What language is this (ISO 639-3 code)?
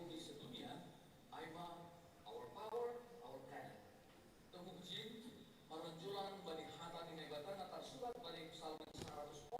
bts